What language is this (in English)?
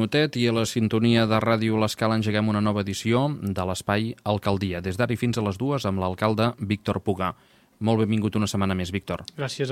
Catalan